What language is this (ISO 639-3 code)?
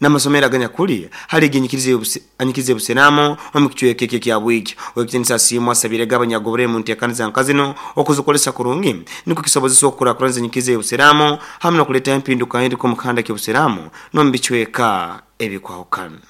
nyo